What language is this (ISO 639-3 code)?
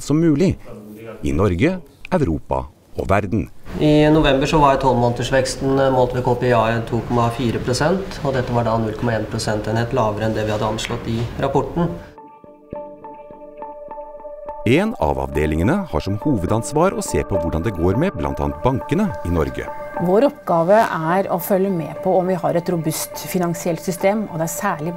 nor